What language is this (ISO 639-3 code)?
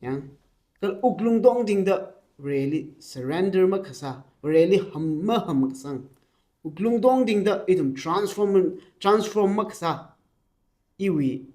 nmf